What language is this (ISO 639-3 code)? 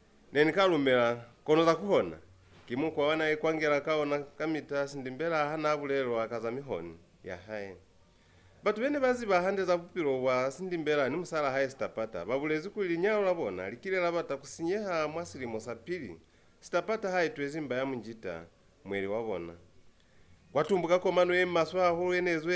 loz